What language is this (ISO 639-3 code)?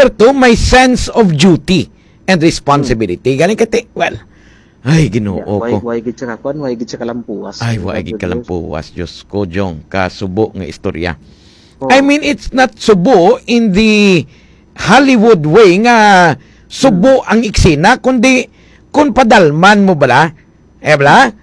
hil